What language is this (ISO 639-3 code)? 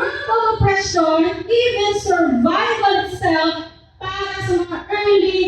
hil